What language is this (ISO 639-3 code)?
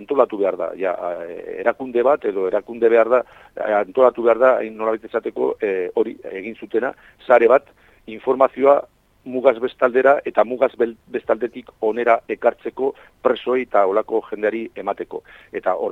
eus